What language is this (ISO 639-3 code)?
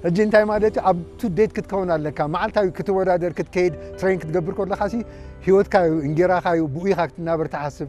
tir